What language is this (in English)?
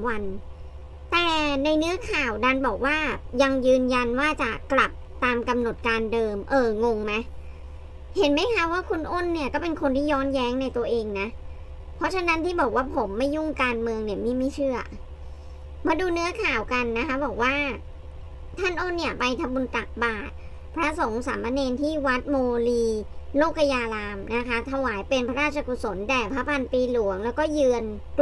Thai